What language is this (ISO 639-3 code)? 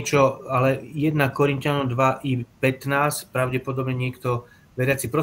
slk